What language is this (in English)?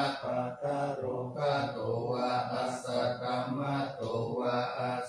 Pali